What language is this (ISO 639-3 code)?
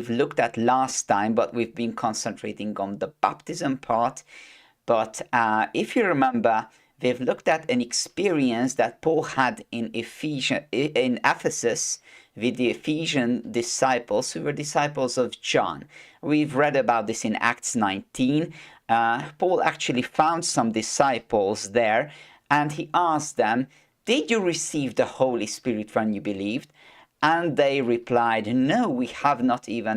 eng